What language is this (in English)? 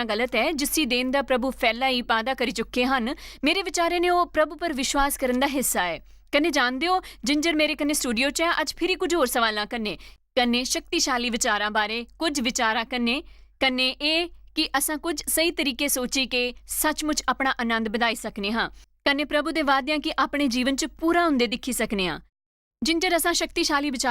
Dogri